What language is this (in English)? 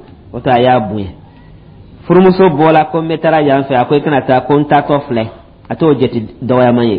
Dyula